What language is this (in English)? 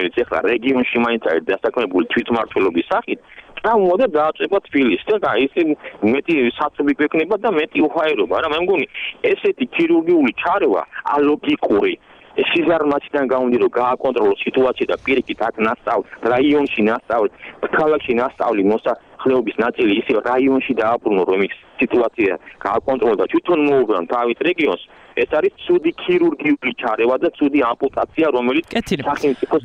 Georgian